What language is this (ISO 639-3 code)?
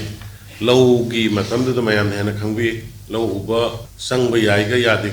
mni